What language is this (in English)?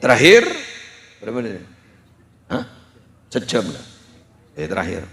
Madurese